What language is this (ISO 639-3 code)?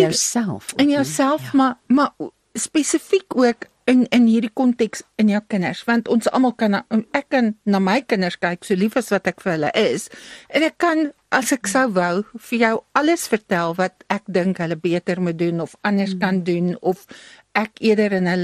afr